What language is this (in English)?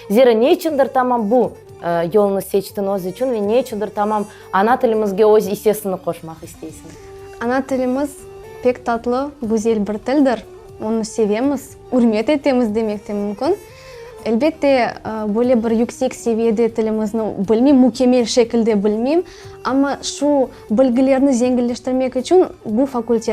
Crimean Tatar